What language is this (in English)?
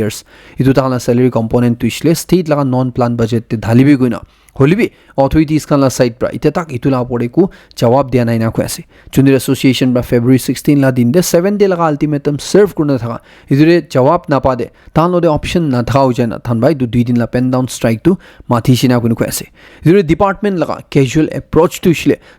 Naga Pidgin